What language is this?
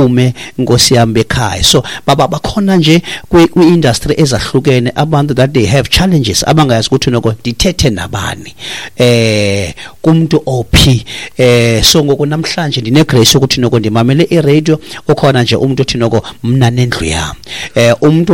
Xhosa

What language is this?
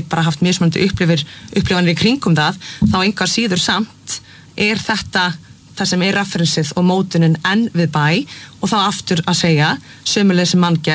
Icelandic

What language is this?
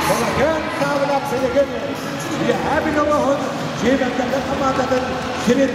Yakut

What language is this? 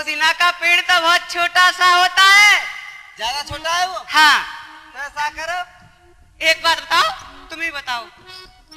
Hindi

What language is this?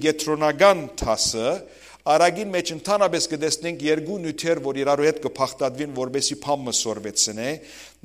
Western Armenian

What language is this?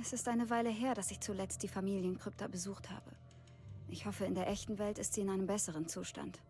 Bavarian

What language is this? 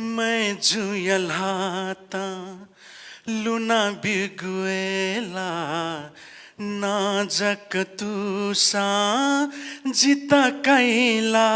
Newari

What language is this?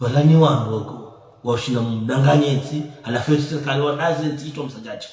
Ngazidja Comorian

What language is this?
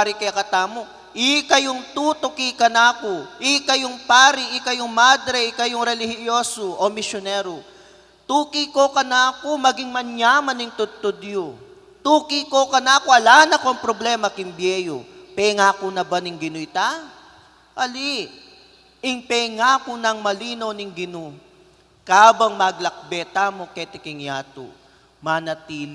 Pampanga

